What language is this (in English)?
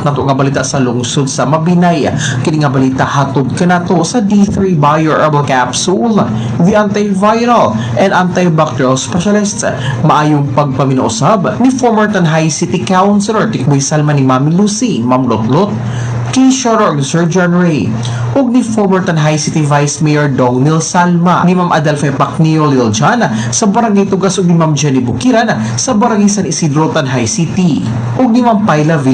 Cebuano